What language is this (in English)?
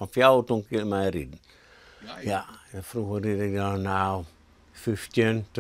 Western Frisian